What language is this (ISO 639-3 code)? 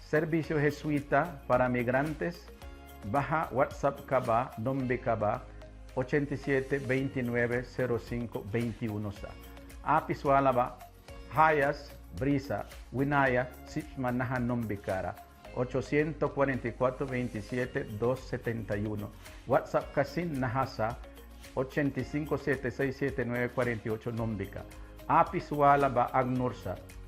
miq